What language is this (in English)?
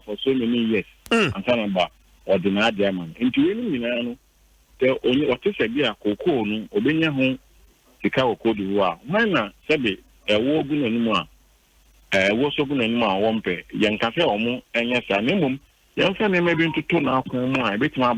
Akan